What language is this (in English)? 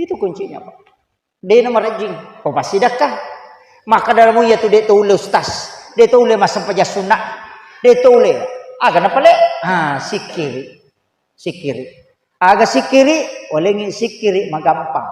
Buginese